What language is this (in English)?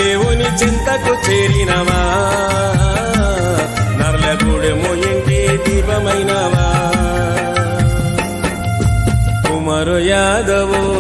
Telugu